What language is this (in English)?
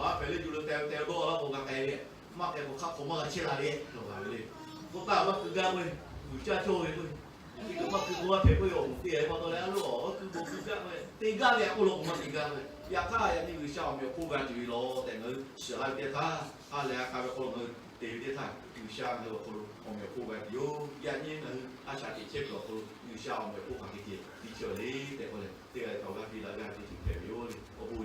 Lahu